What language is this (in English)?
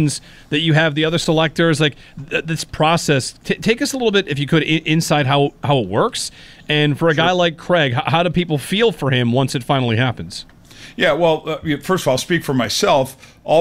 English